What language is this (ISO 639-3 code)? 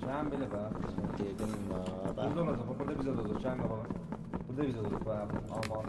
azb